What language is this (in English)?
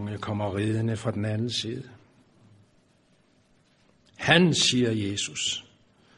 Danish